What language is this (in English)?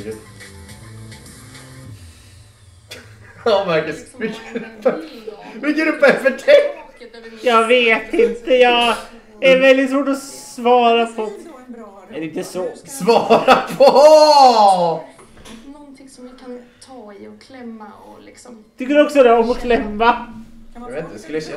Swedish